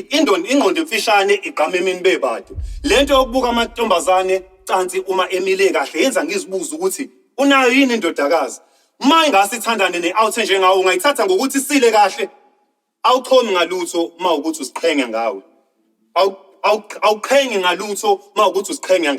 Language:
Zulu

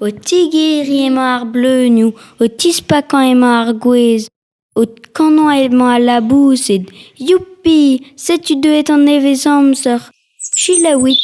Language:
Breton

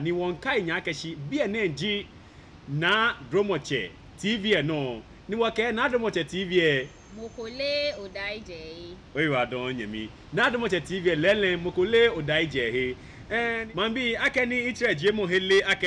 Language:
Ga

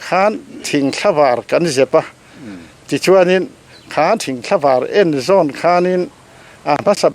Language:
Mizo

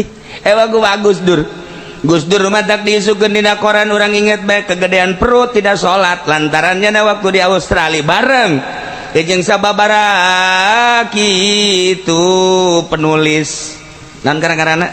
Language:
Sundanese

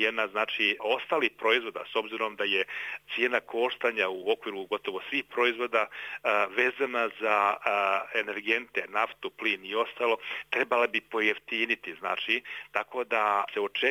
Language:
Bosnian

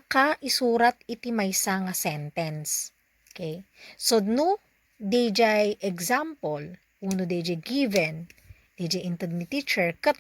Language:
Iloko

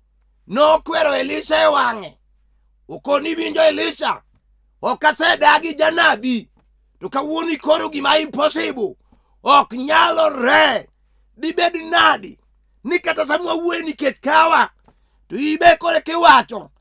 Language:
Luo (Kenya and Tanzania)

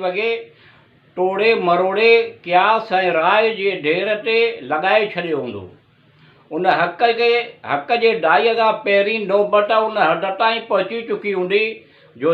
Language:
Sindhi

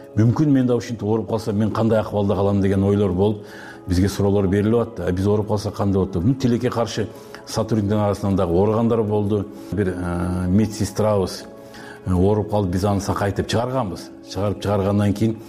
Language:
Kyrgyz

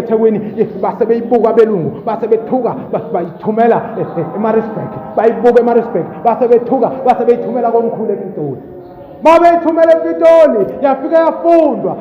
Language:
Zulu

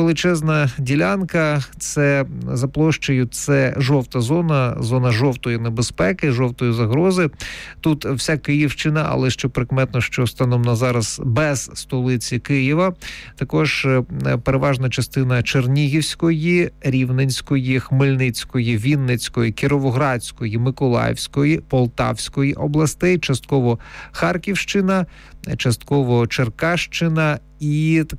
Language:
Ukrainian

